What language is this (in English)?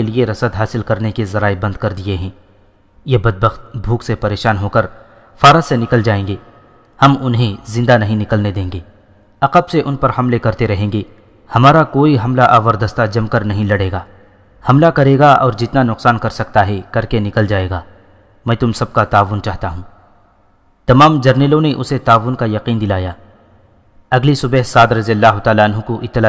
Urdu